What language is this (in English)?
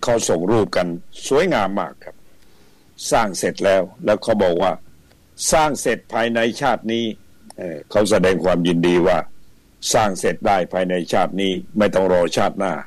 Thai